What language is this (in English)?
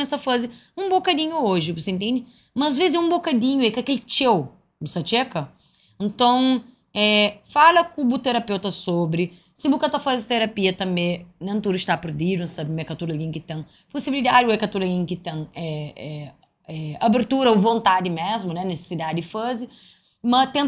Kabuverdianu